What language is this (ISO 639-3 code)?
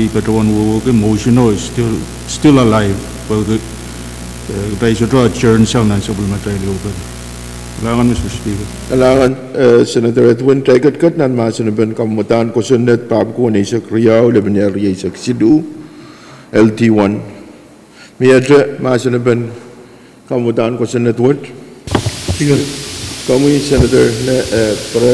pon